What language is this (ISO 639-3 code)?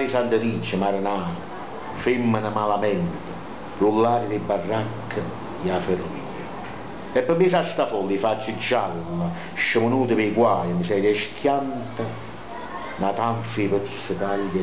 nap